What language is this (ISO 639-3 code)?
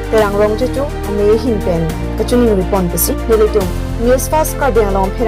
mjw